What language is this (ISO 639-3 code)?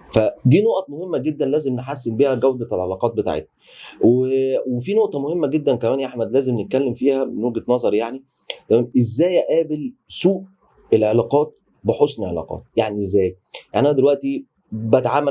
arz